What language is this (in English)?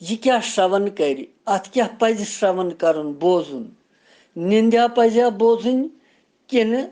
Kashmiri